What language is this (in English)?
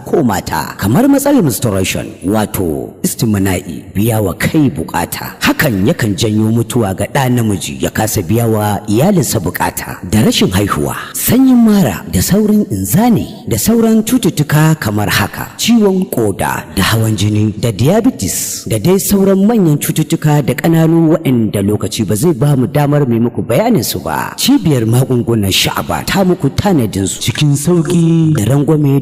Hausa